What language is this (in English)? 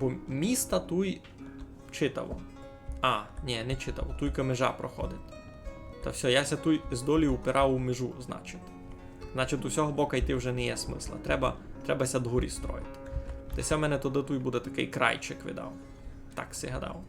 Rusyn